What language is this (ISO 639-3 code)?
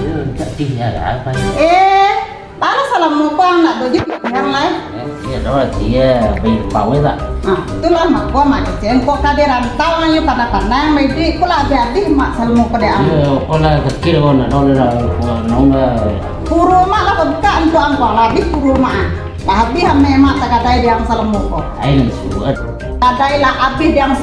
min